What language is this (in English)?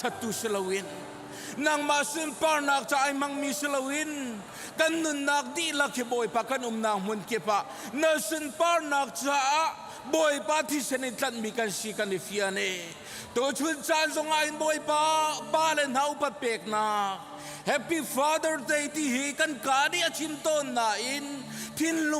Hakha Chin